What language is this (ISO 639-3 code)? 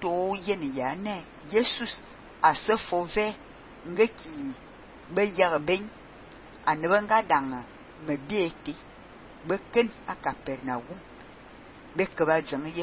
fan